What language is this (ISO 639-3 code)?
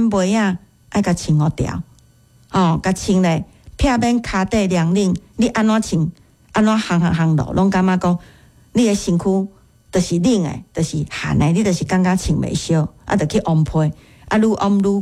nan